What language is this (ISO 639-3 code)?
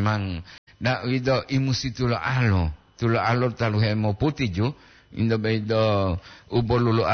gor